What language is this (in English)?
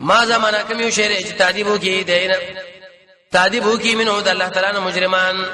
Pashto